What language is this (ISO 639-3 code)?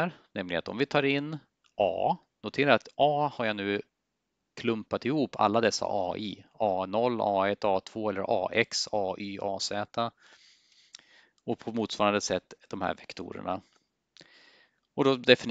swe